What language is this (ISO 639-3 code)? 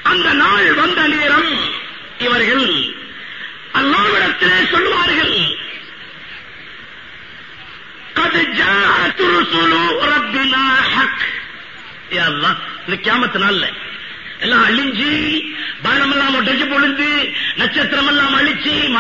tam